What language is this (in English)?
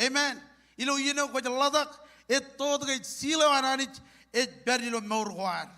Marshallese